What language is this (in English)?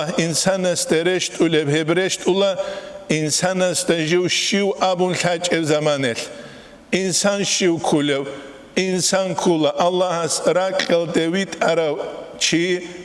Avaric